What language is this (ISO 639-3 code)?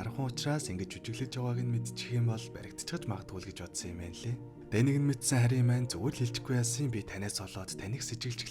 mon